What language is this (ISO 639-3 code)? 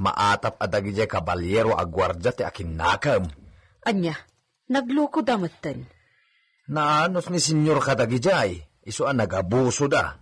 ilo